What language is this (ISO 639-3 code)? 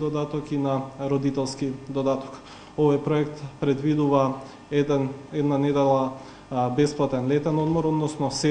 mkd